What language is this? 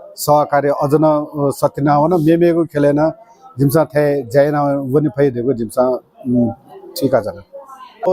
Newari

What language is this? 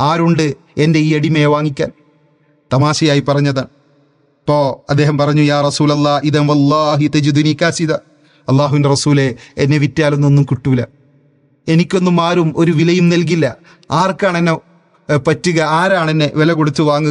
Malayalam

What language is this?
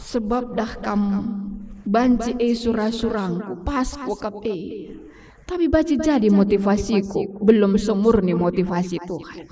Batak Karo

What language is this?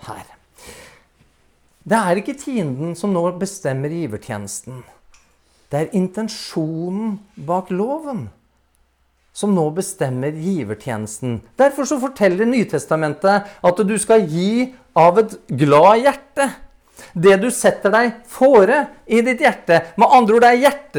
Norwegian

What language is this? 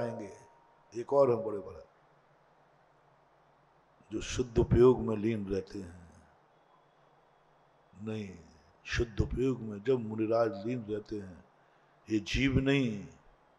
Hindi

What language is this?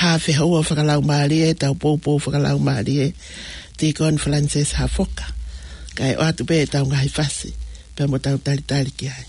Tongan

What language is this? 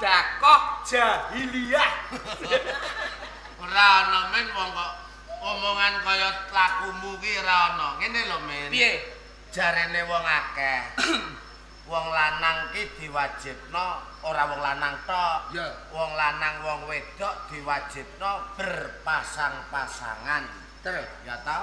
Javanese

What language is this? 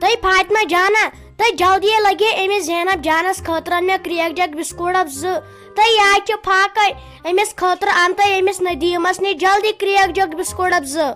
Kashmiri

